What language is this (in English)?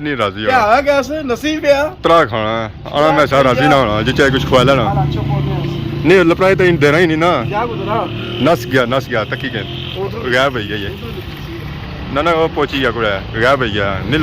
Pahari-Potwari